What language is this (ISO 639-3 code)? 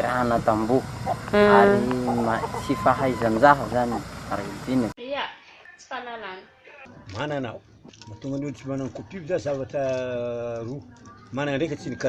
mlg